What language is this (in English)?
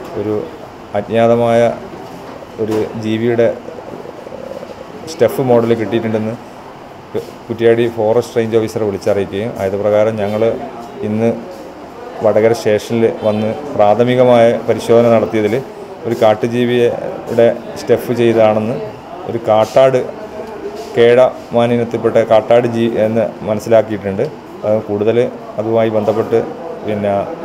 Malayalam